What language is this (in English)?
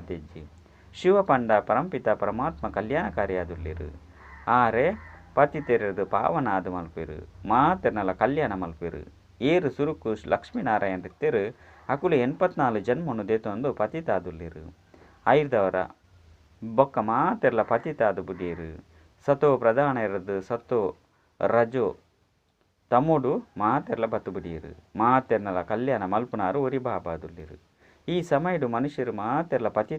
Tulu